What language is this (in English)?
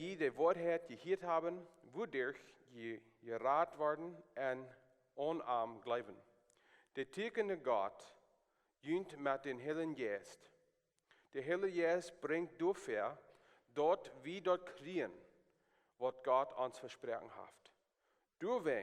Plautdietsch